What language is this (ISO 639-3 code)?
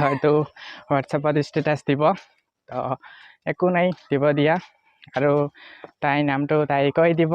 asm